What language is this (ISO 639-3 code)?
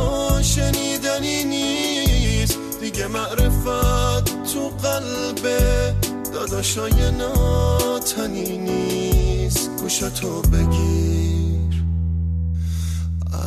fas